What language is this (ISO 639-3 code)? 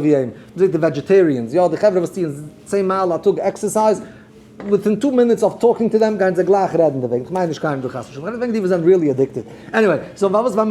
yid